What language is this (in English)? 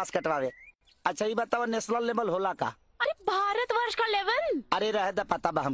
Bhojpuri